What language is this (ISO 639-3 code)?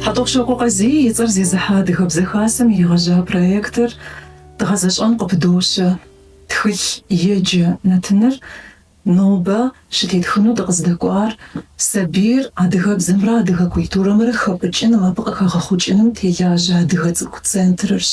kbd